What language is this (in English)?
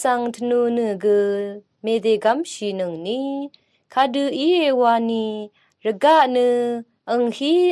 Rawang